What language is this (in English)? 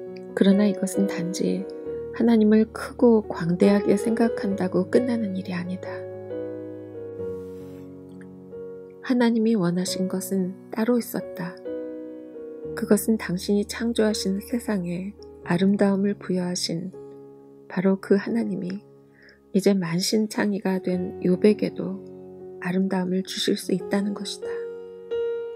Korean